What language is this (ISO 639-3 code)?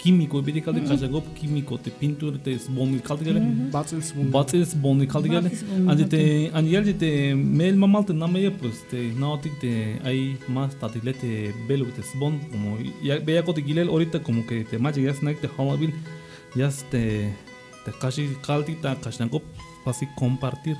tzh